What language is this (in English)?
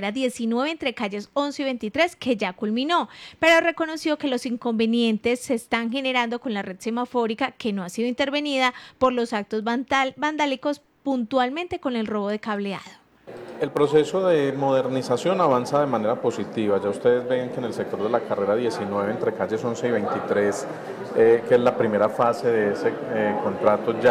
Spanish